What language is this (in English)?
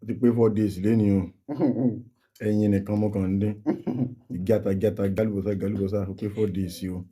Yoruba